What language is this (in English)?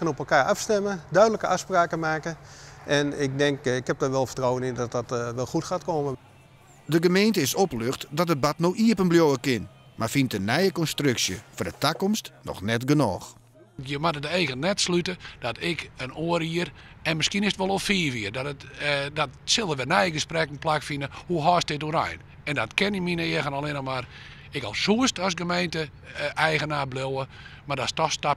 Western Frisian